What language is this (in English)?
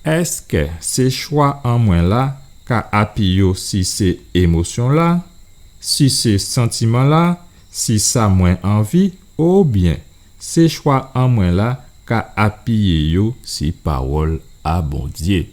Guadeloupean Creole French